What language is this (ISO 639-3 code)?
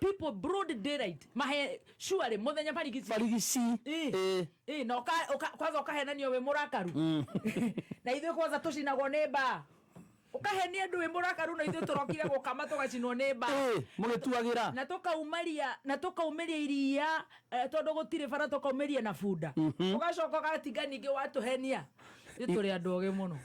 kik